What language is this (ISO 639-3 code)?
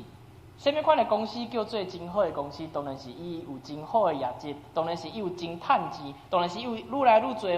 nan